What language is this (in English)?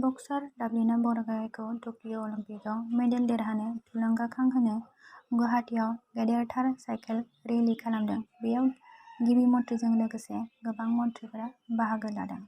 Bodo